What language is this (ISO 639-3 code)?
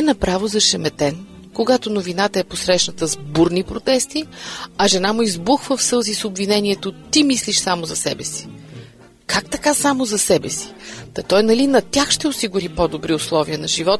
bul